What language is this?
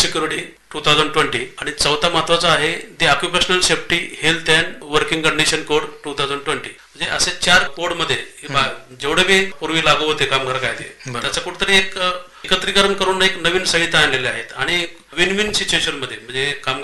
Marathi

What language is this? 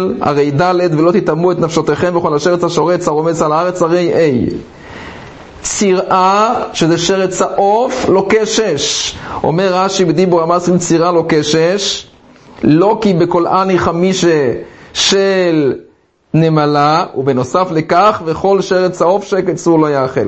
Hebrew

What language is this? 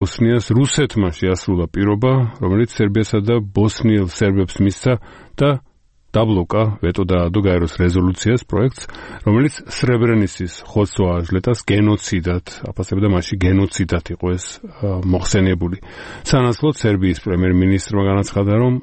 Georgian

